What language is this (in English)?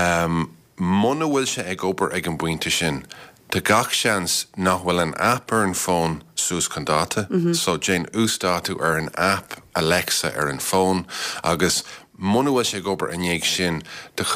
Irish